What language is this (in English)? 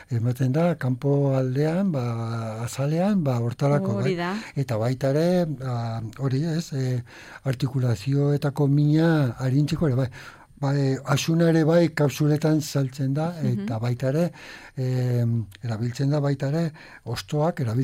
Basque